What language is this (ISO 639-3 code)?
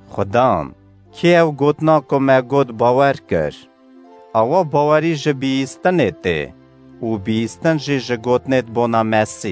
kur